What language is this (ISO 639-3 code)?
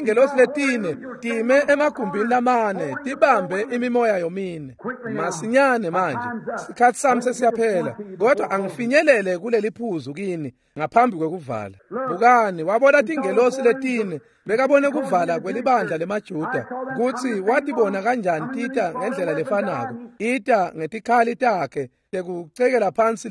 ssw